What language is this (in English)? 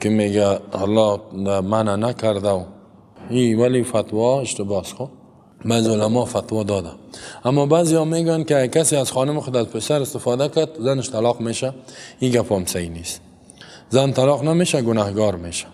Persian